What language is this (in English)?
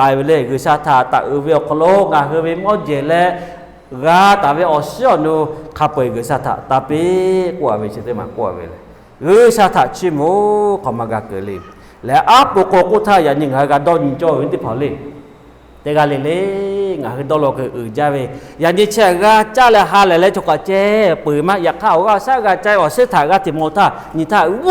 Lahu